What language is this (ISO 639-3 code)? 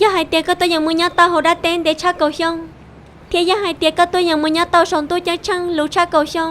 hmn